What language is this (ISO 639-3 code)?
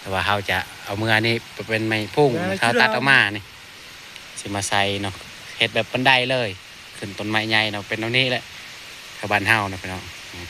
tts